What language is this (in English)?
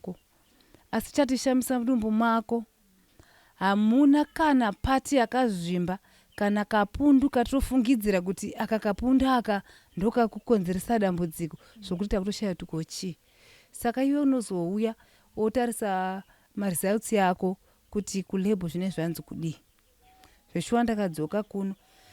Shona